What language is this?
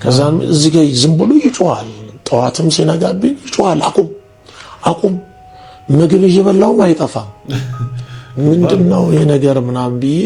Amharic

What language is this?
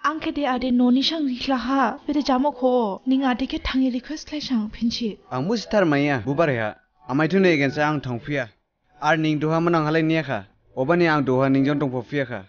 Dimasa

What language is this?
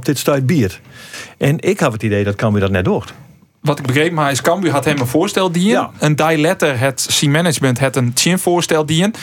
Western Frisian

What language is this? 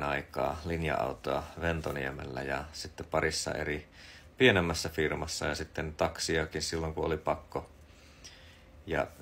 Finnish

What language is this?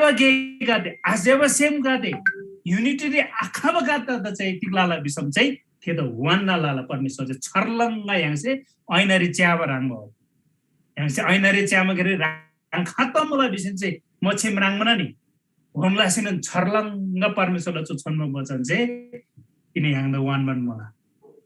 Eastern Tamang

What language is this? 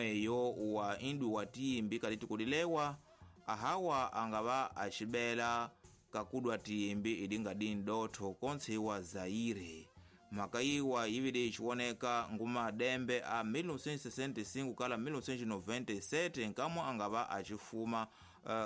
Tsonga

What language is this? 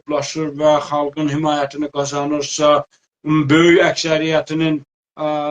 South Azerbaijani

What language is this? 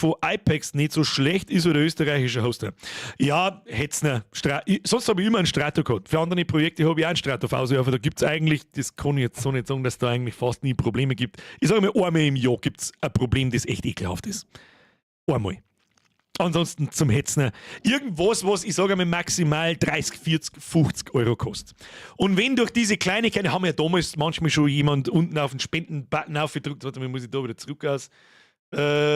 Bavarian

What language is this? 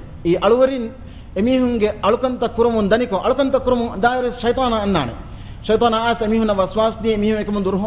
Divehi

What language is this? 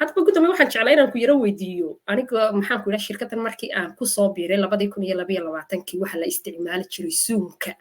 Somali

